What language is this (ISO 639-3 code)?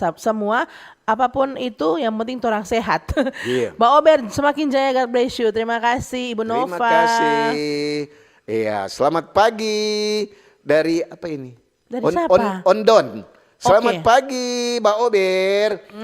xmm